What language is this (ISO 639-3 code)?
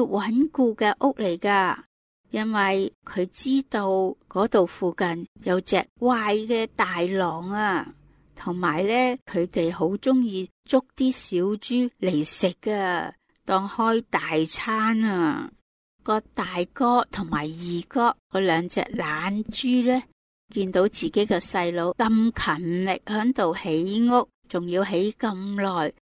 yue